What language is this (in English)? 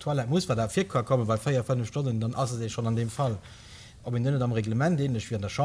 Luxembourgish